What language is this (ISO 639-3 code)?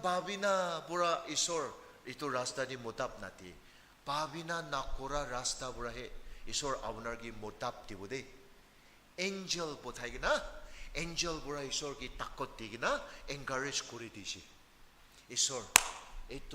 nag